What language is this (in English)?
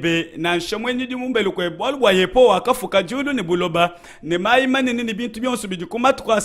Luba-Lulua